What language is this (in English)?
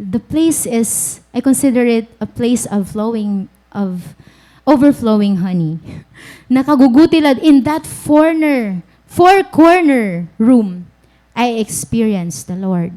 Waray